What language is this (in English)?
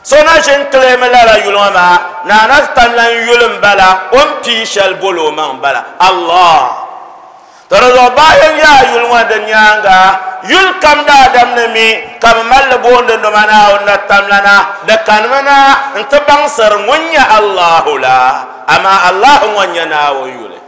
Dagbani